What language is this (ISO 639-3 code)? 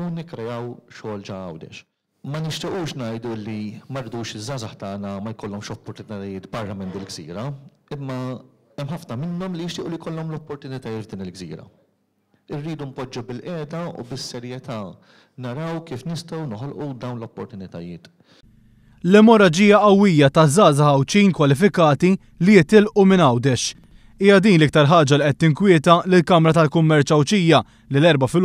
mlt